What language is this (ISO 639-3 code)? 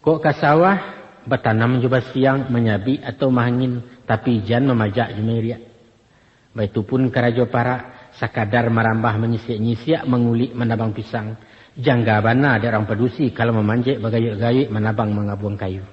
min